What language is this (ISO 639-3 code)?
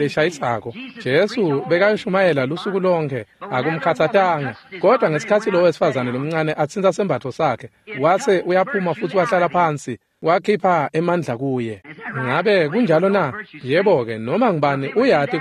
ssw